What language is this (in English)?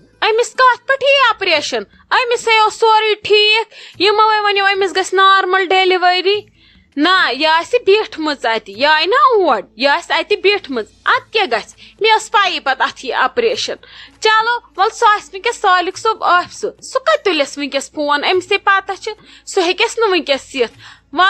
Kashmiri